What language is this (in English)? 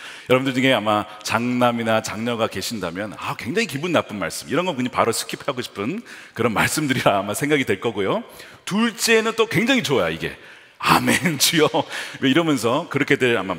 Korean